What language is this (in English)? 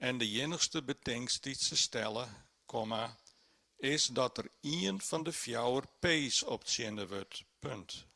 Western Frisian